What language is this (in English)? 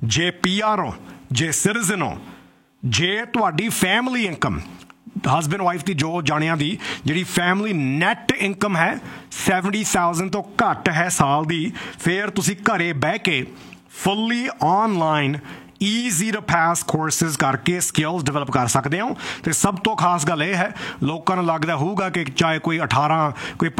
Punjabi